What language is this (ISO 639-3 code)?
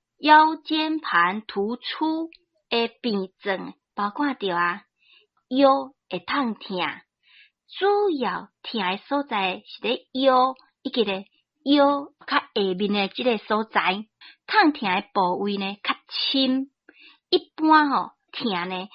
nan